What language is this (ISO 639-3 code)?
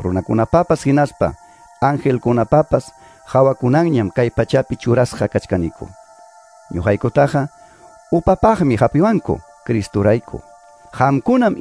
que